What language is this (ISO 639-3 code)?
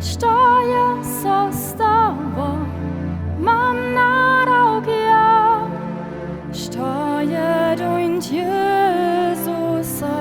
hsb